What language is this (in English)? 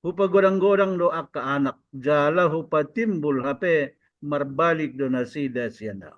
Batak Toba